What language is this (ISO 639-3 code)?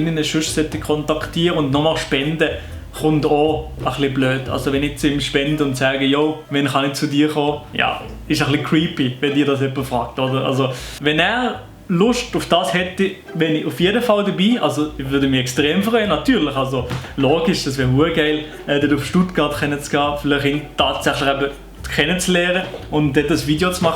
gsw